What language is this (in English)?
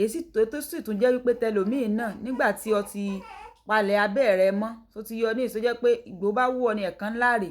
Yoruba